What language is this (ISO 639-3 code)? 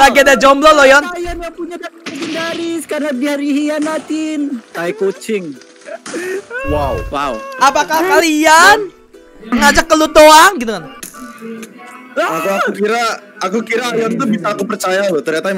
ind